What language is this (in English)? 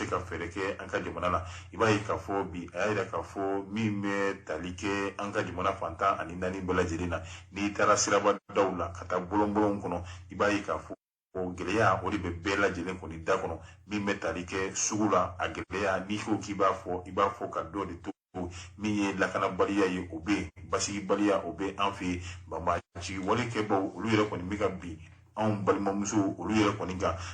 Bambara